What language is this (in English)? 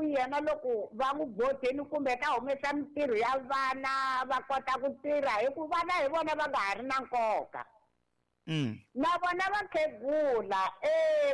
Tsonga